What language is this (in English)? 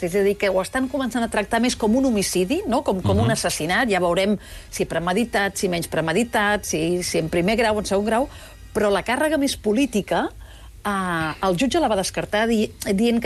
Catalan